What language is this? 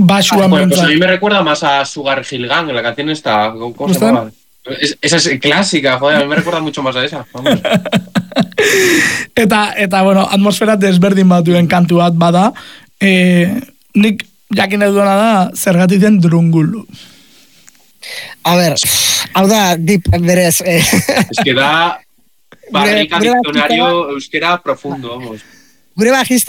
Basque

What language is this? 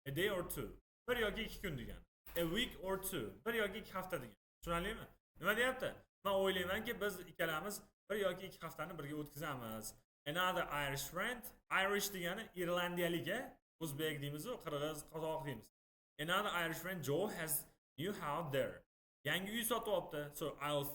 Uzbek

